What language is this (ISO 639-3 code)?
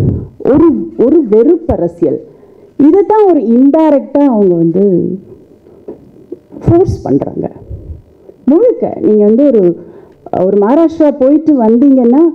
tam